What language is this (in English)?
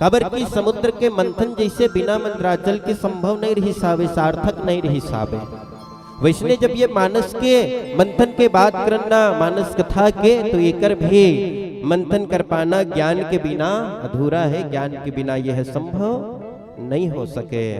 Chhattisgarhi